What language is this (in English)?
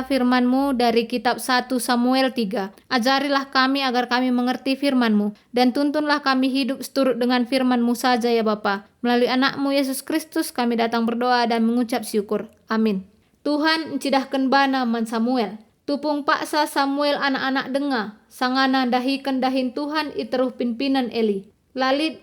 Batak Karo